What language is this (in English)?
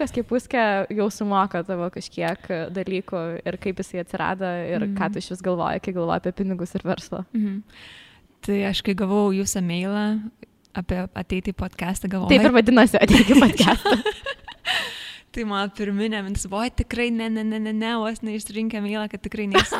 Lithuanian